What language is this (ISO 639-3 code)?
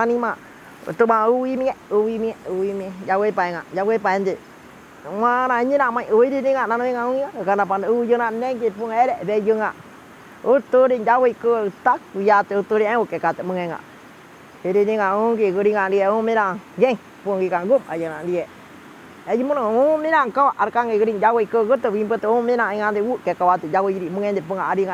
auc